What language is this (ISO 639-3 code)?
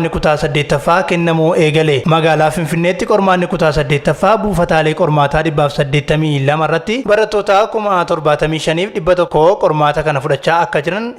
orm